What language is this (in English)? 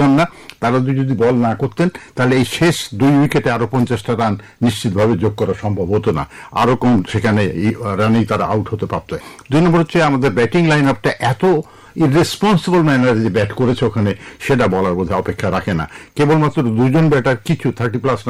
Bangla